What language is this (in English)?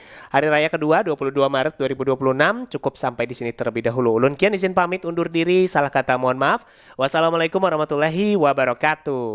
Banjar